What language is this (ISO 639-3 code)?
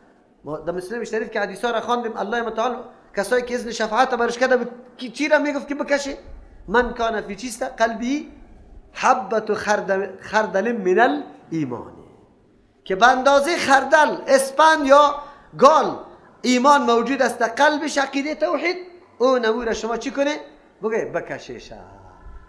fas